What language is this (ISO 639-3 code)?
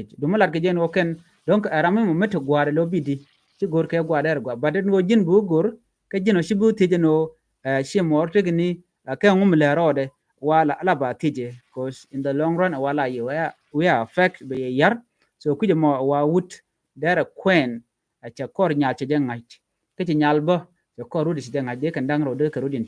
nus